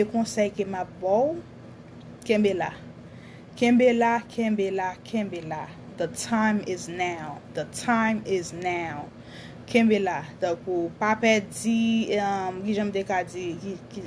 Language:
Haitian Creole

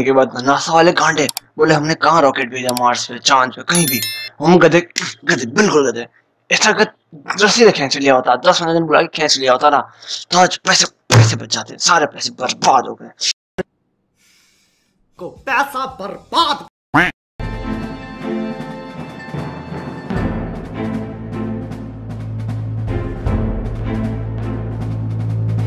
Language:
Hindi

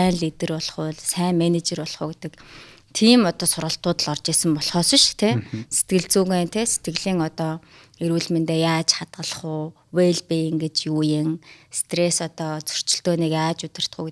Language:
Mongolian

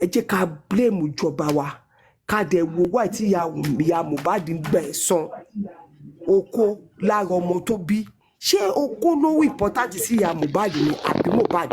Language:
Yoruba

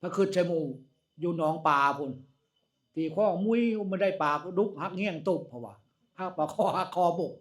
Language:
Northeastern Thai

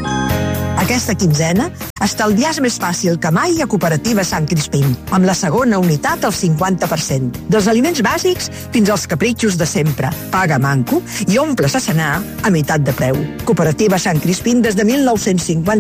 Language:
Catalan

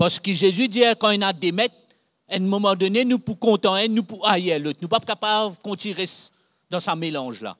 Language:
Morisyen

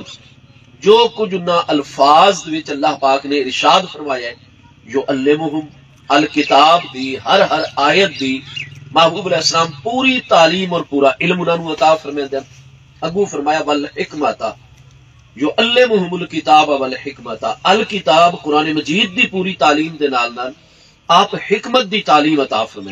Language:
Saraiki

